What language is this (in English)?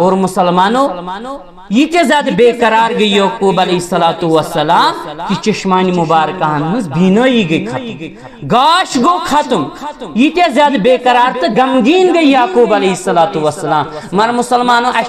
Kashmiri